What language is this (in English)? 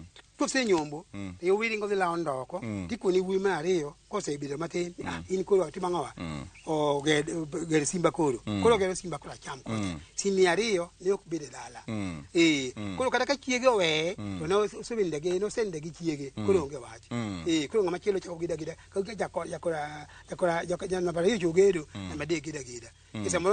Luo (Kenya and Tanzania)